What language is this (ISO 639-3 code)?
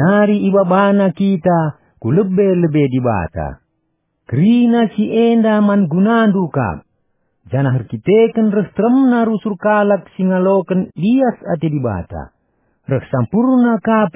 btx